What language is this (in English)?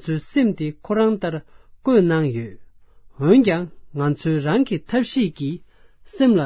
Tibetan